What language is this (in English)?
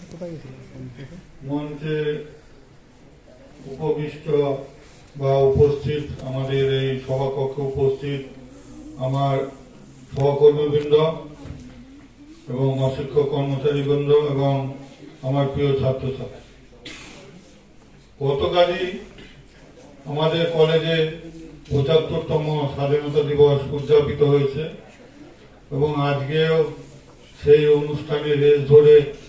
Bangla